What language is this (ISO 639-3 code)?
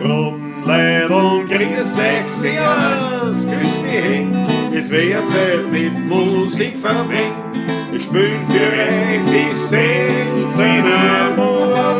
bar